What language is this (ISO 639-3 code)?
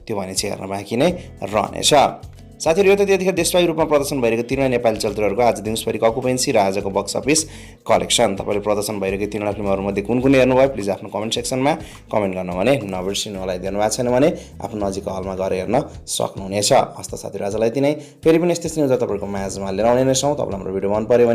nep